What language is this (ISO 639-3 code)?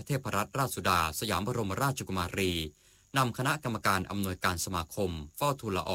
tha